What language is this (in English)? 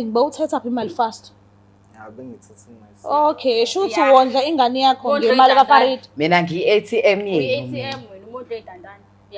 Zulu